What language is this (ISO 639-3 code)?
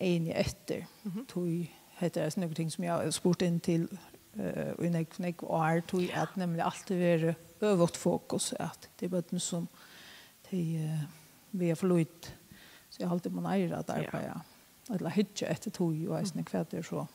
fao